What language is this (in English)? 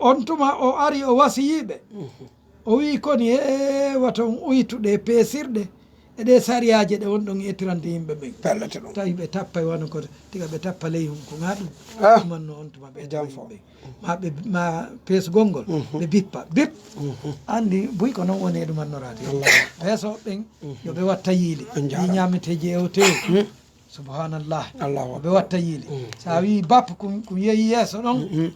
Fula